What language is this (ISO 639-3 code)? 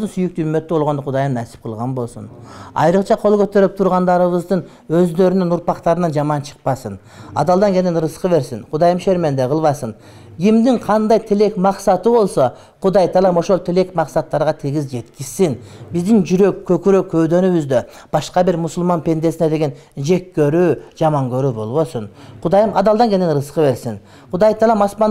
kir